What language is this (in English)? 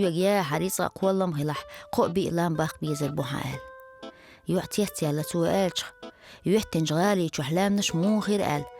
Chechen